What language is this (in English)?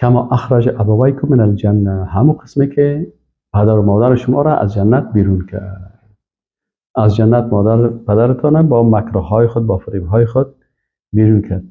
Persian